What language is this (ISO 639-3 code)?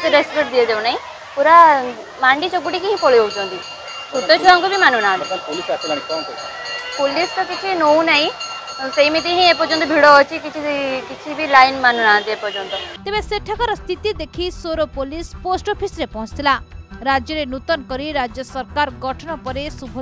ori